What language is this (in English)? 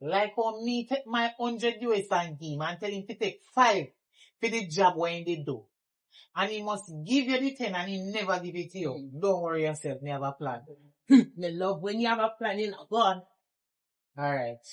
Jamaican Creole English